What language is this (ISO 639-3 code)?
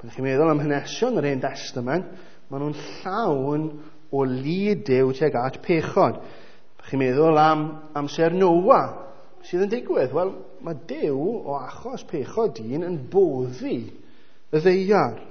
cym